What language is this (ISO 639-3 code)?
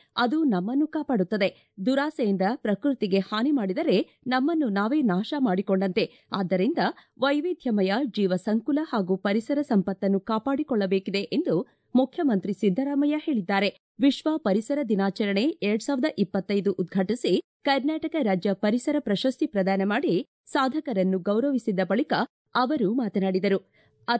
kan